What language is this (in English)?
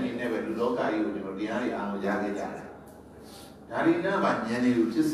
Burmese